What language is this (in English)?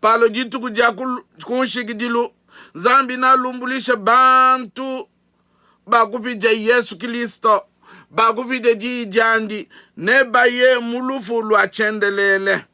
Luba-Lulua